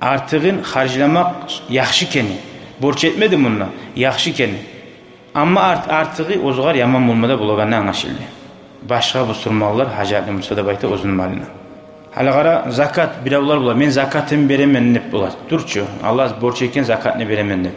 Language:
Kumyk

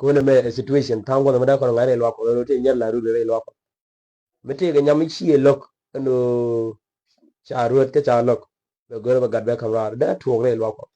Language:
Nuer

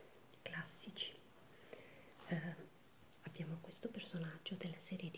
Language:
Italian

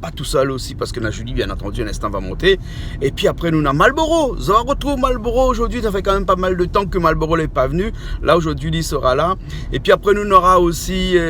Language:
Réunion Creole French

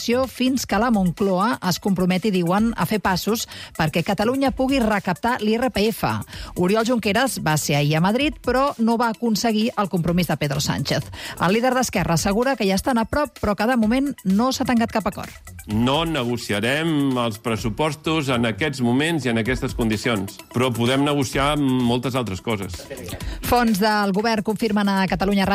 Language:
Catalan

